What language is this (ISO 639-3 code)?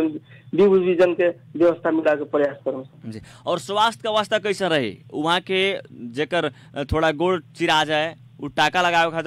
bho